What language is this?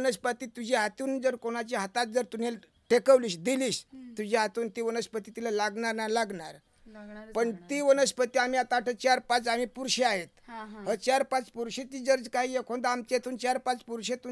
Marathi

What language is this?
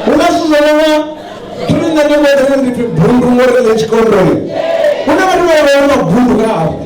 Venda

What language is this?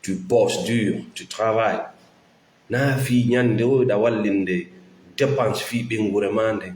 Fula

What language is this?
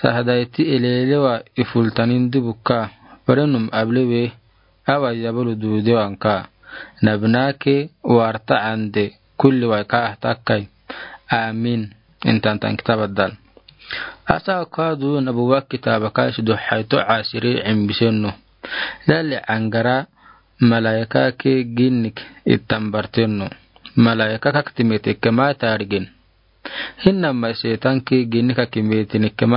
Afar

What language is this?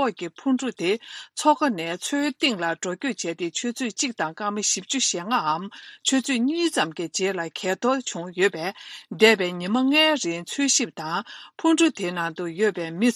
Tibetan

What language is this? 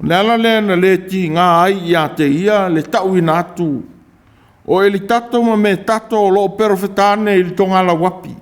Samoan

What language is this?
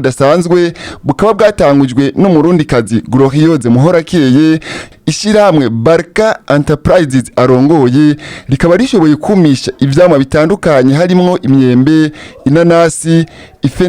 Rundi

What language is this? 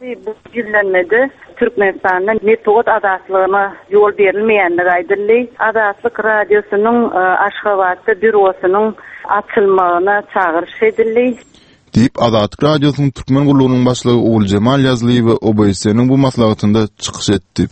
Turkmen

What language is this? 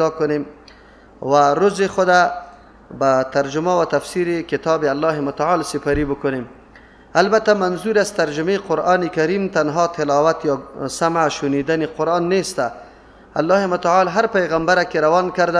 Persian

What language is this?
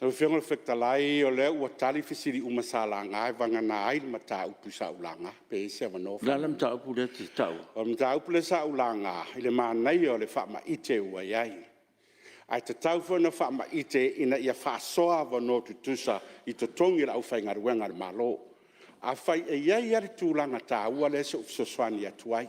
Samoan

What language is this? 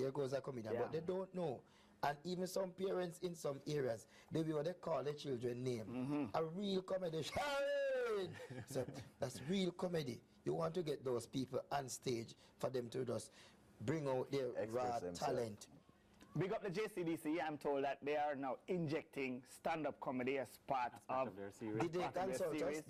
Jamaican Creole English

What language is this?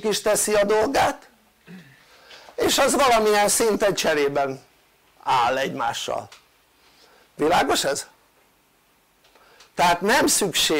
Hungarian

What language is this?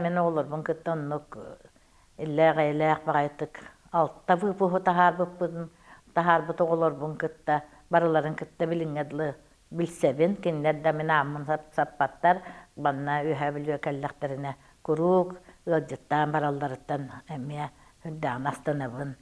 Yakut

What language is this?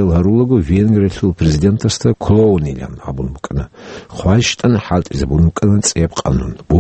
Avaric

